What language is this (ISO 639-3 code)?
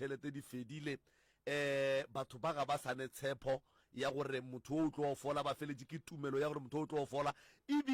nso